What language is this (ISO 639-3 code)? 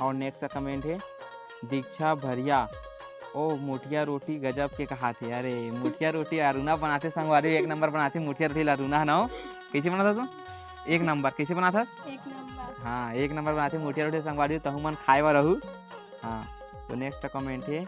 hne